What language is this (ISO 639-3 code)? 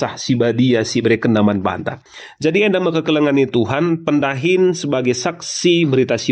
btx